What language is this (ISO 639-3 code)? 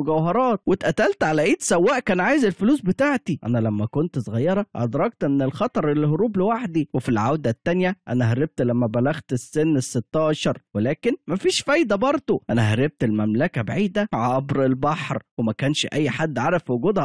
arz